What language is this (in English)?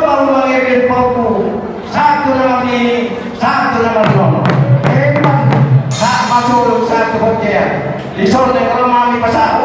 Batak Toba